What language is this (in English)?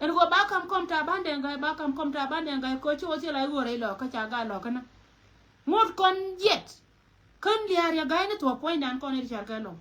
Nuer